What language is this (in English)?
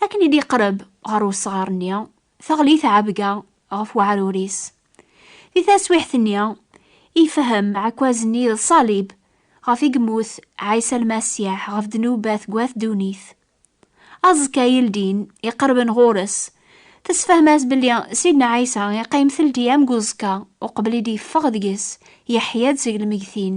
Kabyle